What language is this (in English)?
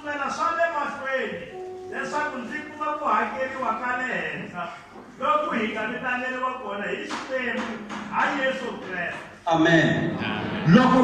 Tsonga